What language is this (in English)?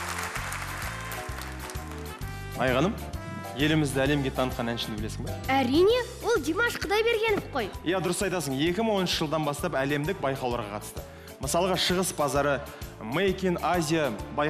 Kazakh